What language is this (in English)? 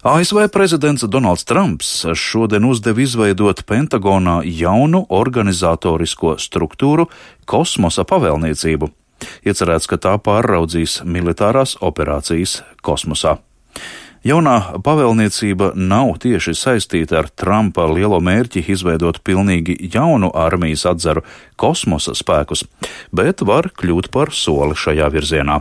Latvian